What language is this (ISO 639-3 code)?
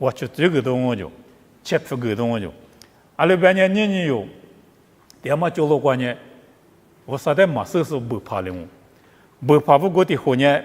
lis